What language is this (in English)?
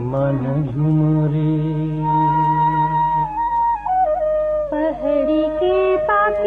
Chhattisgarhi